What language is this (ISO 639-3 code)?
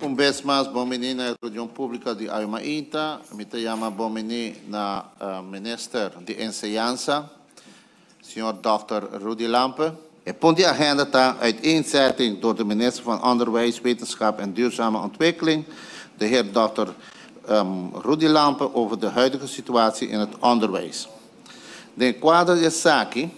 pap